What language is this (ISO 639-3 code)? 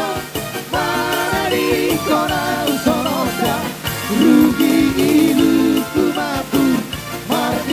bbc